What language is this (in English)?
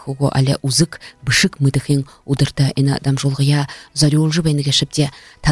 Buriat